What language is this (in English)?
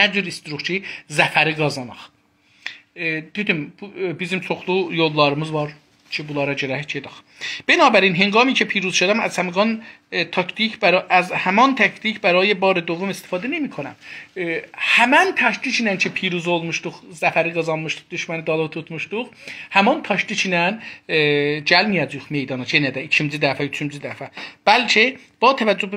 South Azerbaijani